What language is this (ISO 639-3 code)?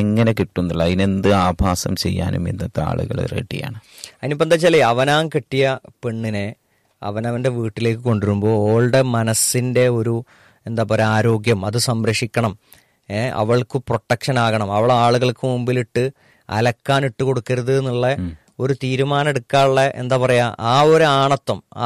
mal